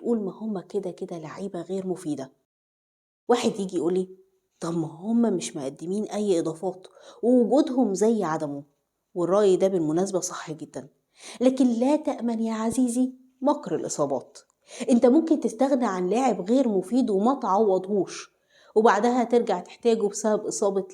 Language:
Egyptian Arabic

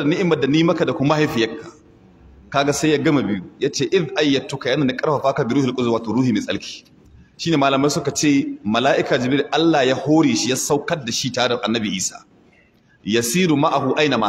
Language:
Hausa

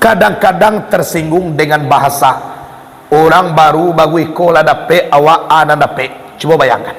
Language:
Minangkabau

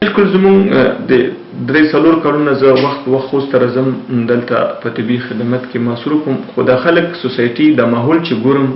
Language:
Pashto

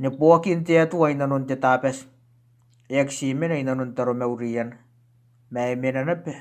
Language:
Gilbertese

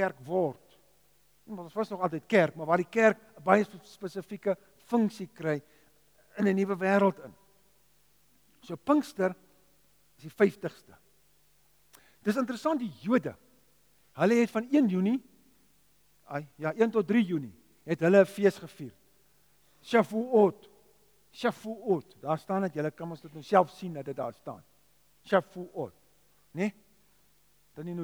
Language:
Afrikaans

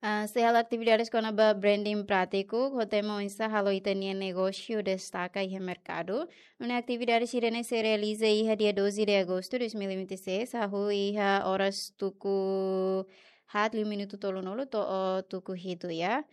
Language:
Tetum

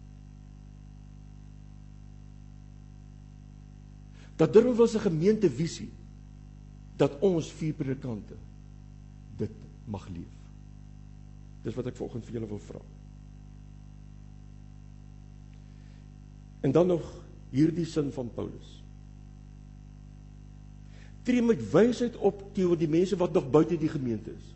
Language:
Afrikaans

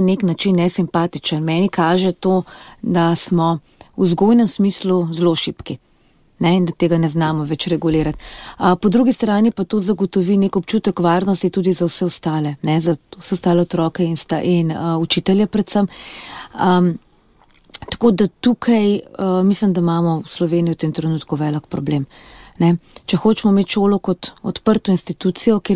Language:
Slovenian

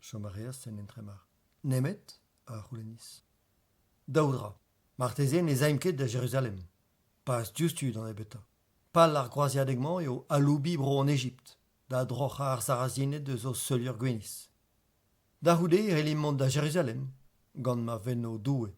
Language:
Breton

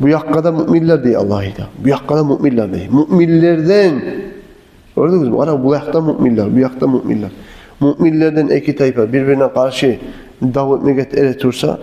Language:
Kumyk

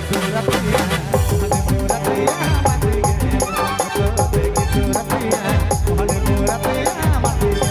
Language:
Sadri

